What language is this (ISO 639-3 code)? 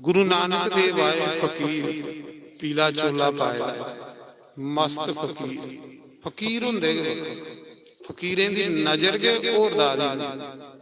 doi